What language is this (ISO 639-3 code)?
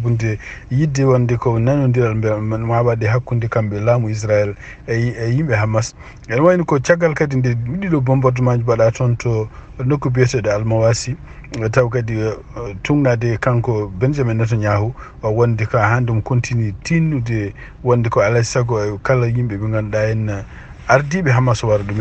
ful